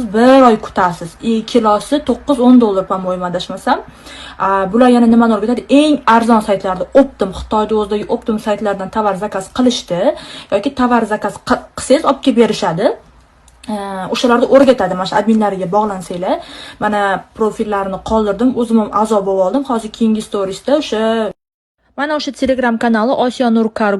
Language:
Uzbek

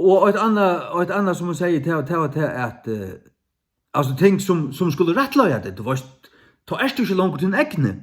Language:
Faroese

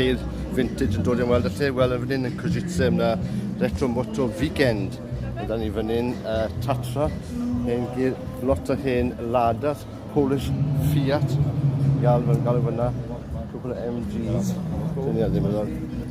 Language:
Welsh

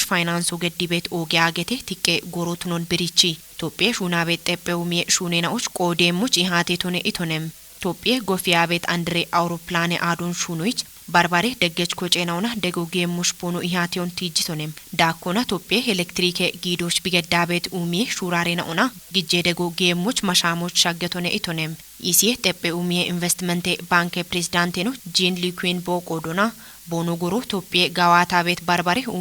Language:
Kafa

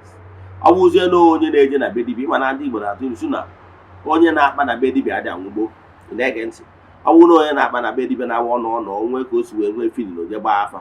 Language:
Igbo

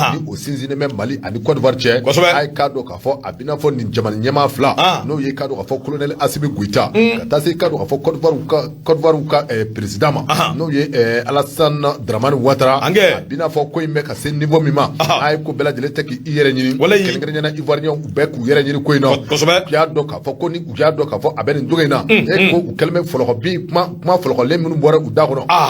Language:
Bambara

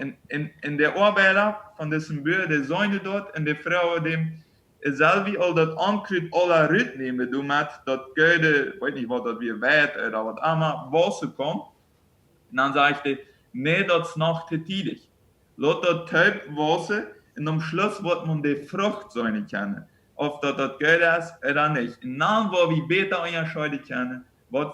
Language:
Plautdietsch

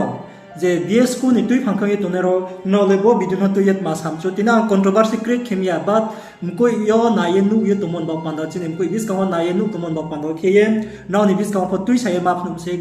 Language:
Riang (India)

